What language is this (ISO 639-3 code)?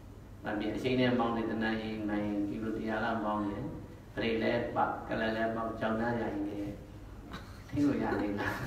mya